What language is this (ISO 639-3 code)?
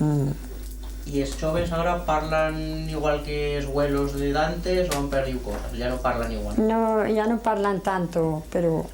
arg